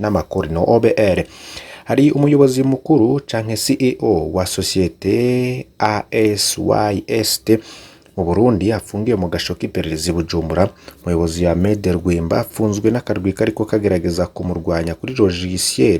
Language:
Rundi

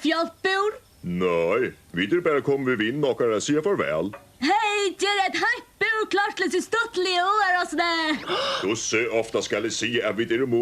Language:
Faroese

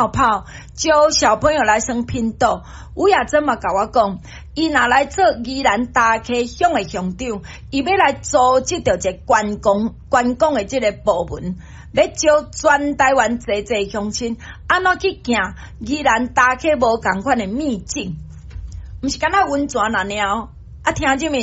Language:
Min Nan Chinese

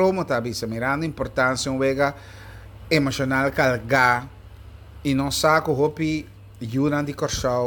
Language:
Papiamento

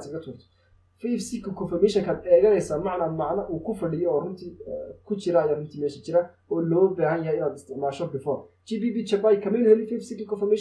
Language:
Somali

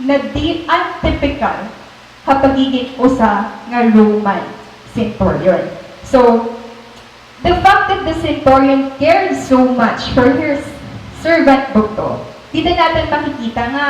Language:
Waray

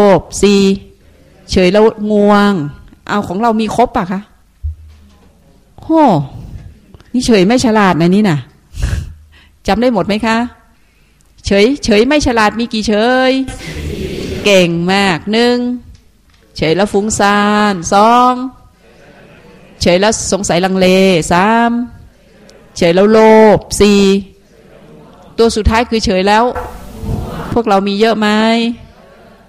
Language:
Thai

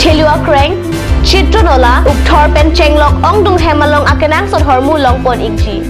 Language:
Karbi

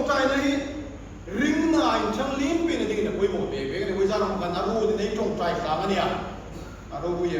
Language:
Hmar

